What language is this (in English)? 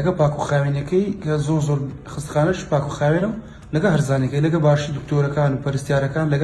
Central Kurdish